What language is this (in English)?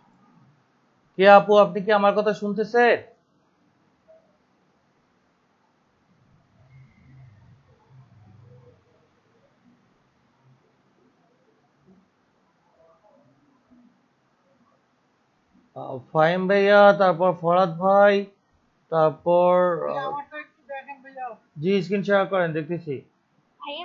Bangla